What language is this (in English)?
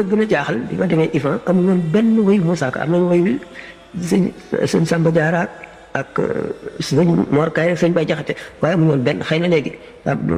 Wolof